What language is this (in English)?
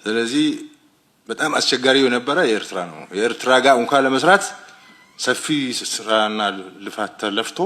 Amharic